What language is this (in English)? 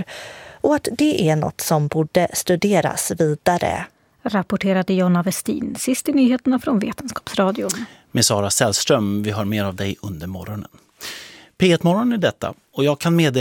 Swedish